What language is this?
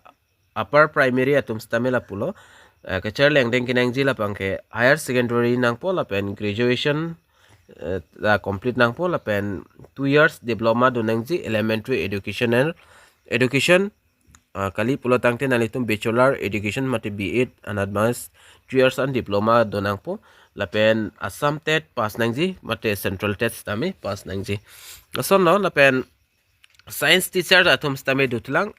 Karbi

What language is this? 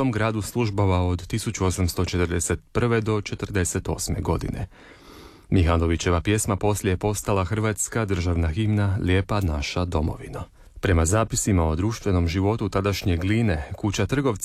Croatian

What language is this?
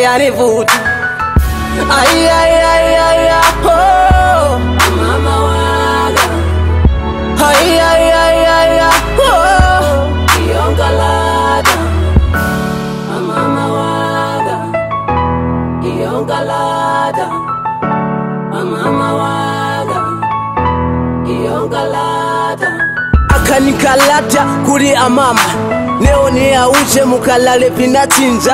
Swahili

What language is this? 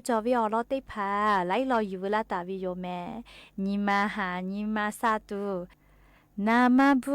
Lahu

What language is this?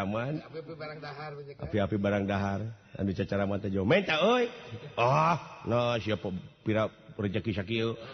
Sundanese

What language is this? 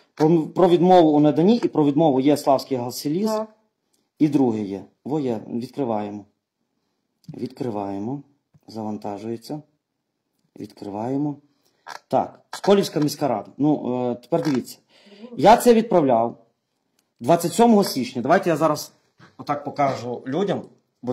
Ukrainian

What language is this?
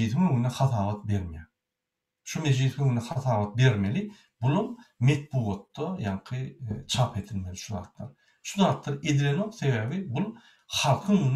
Turkmen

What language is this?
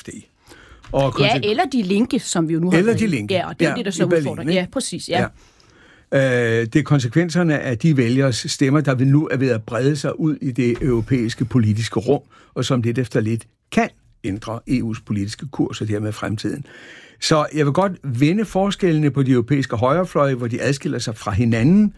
Danish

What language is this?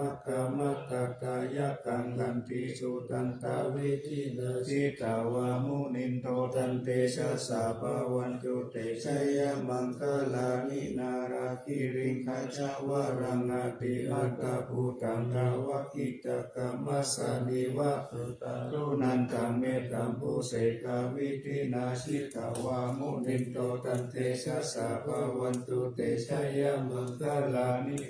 Pali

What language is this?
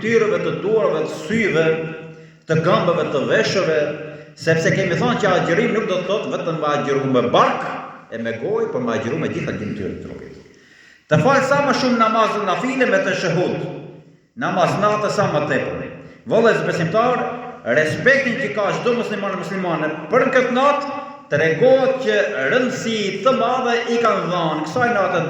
Albanian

